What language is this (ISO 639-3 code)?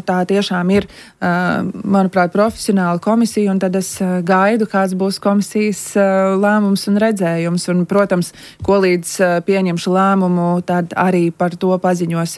lav